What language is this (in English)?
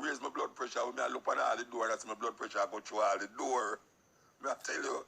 Jamaican Creole English